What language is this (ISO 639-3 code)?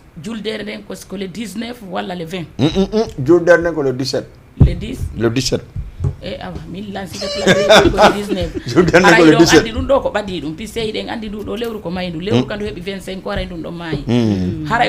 ful